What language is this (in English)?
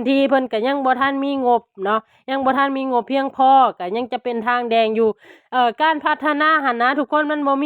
Lao